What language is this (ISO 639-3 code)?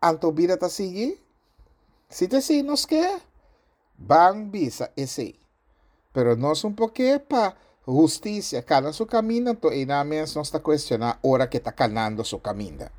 pap